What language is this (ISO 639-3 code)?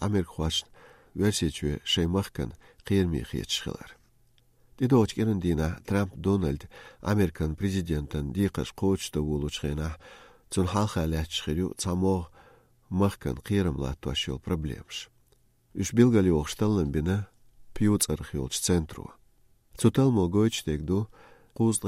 che